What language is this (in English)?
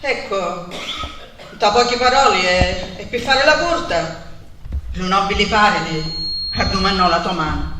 Sicilian